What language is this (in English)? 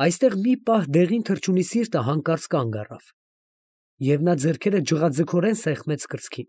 Armenian